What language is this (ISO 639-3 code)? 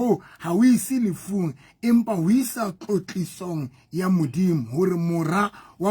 sot